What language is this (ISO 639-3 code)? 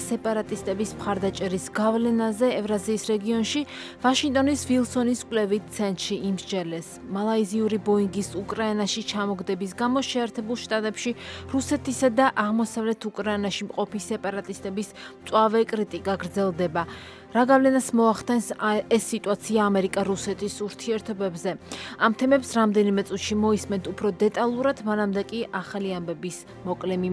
kat